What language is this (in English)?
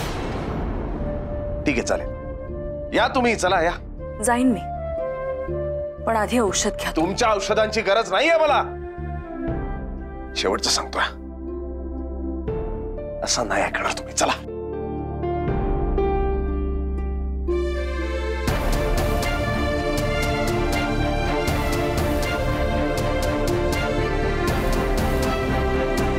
Marathi